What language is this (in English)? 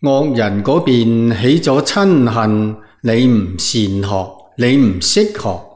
Cantonese